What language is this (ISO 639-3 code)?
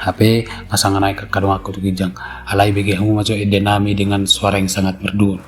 bbc